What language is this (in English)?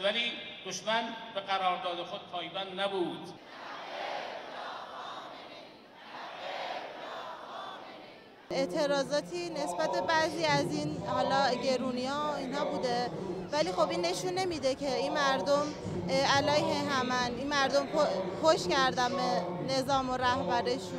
Persian